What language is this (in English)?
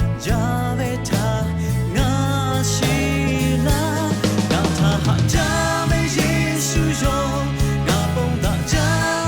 Lahu